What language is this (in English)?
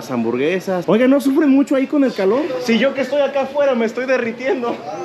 Spanish